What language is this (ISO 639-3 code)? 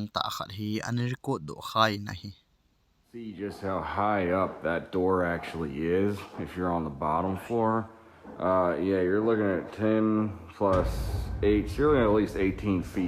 tcz